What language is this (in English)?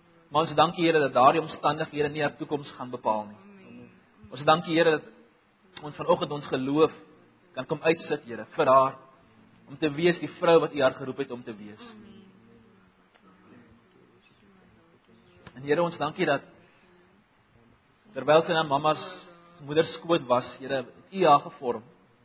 Afrikaans